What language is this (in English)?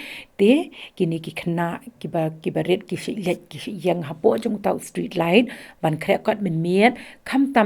Khasi